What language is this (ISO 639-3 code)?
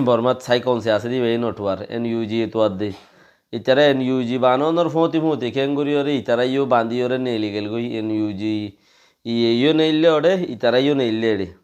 rhg